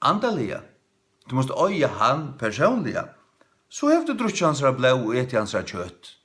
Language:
Faroese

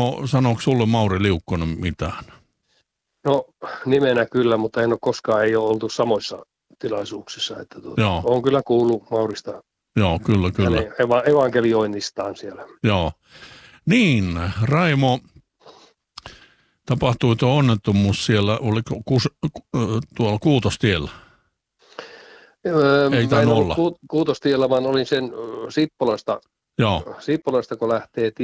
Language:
Finnish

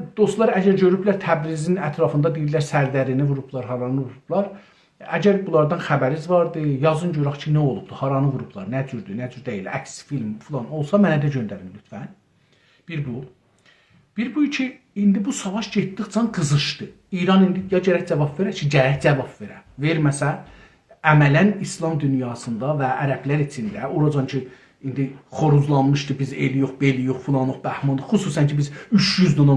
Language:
South Azerbaijani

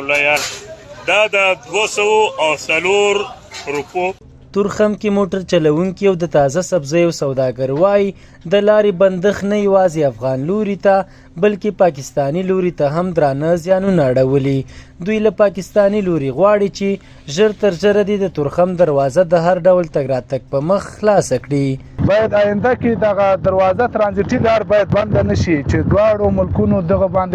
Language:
Pashto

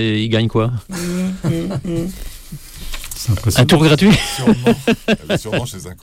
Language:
French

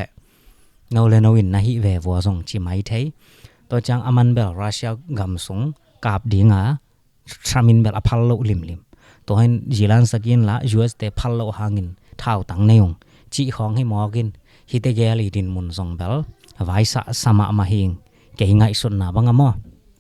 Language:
Tedim Chin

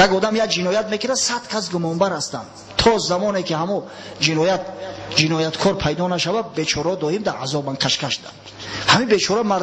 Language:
Tajik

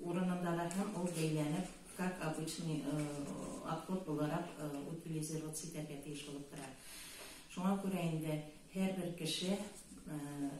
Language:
Tatar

